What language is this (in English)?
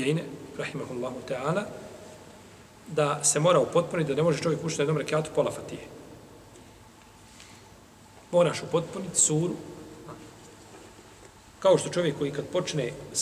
Bosnian